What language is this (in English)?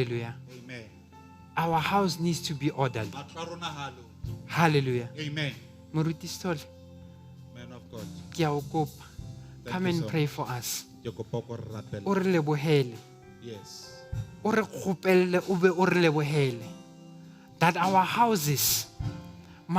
Southern Sotho